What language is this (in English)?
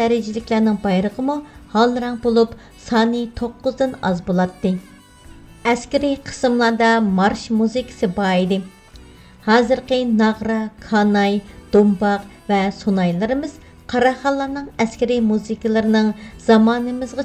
Uyghur